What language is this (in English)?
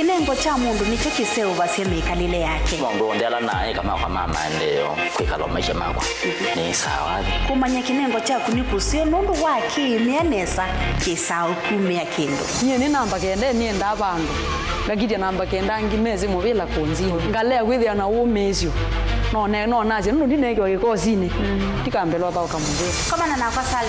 Kamba